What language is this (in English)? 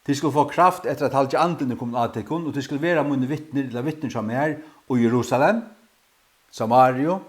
Faroese